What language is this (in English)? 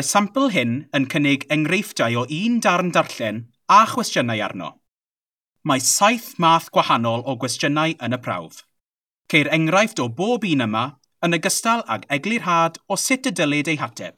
Welsh